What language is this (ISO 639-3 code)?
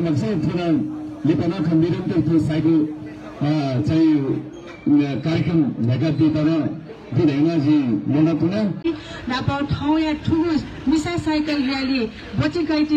new